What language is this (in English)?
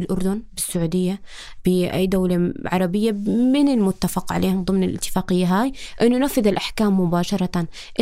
North Levantine Arabic